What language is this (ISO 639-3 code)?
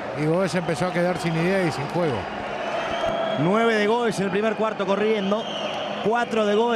spa